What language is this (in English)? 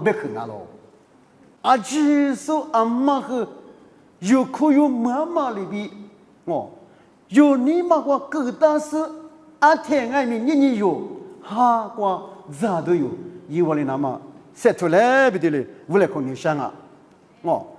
Lisu